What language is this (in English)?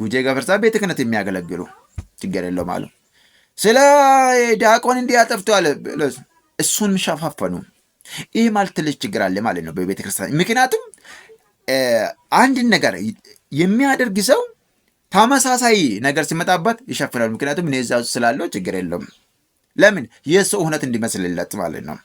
Amharic